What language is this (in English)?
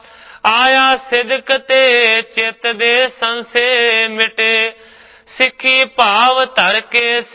Punjabi